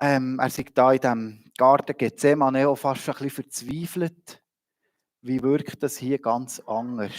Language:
Swiss German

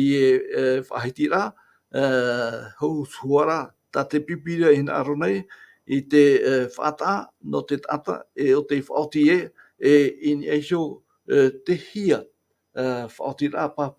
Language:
Tahitian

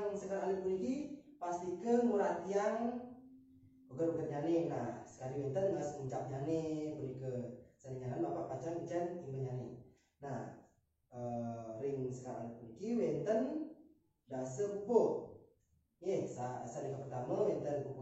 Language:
Balinese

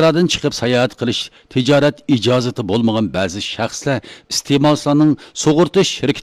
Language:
Uyghur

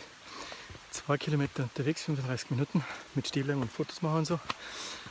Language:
Bavarian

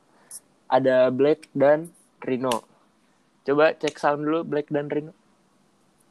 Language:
Indonesian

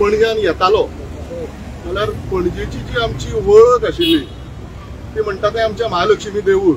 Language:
Konkani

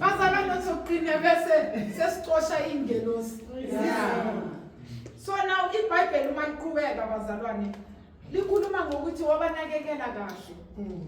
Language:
Zulu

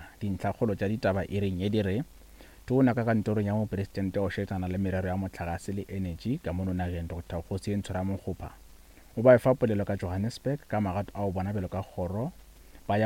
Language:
Northern Sotho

